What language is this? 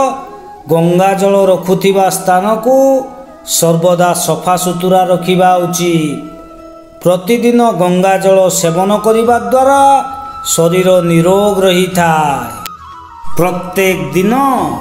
Odia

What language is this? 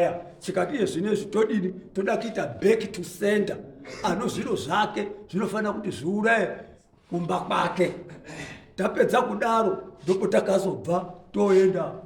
Shona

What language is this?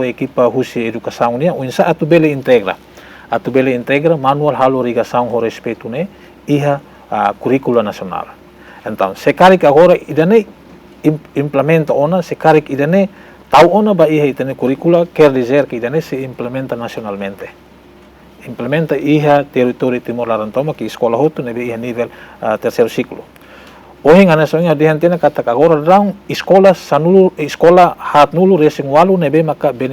Tetum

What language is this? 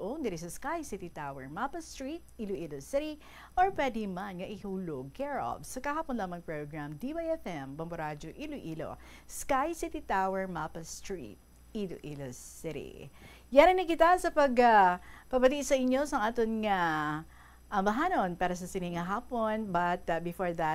Hiligaynon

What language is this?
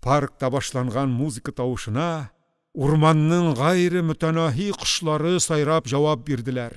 Tatar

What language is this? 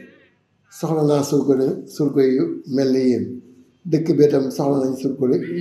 Wolof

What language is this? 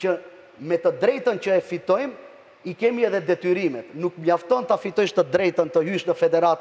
Albanian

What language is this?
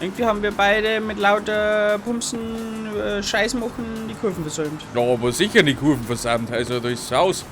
Bavarian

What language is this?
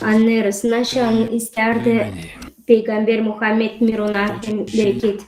Gagauz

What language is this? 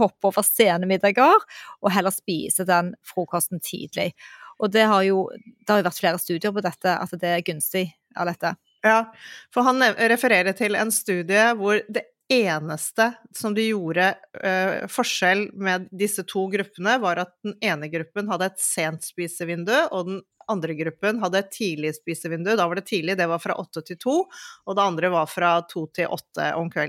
Norwegian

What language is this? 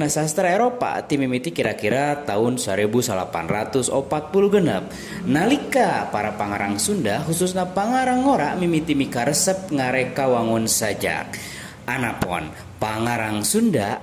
Sundanese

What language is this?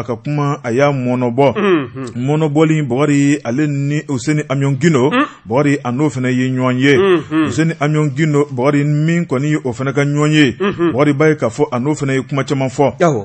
Bambara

